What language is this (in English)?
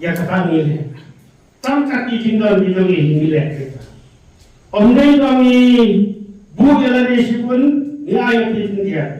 Khasi